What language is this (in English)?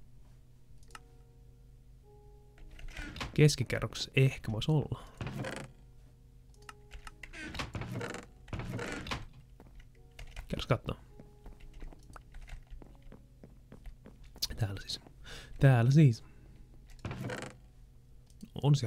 Finnish